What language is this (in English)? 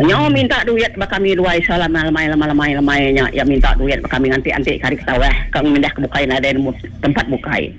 Iban